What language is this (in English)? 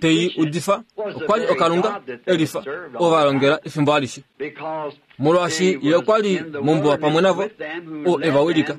Kuanyama